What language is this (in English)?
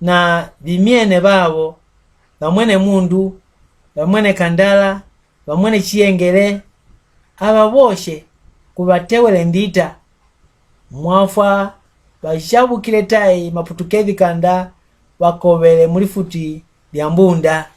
Mbunda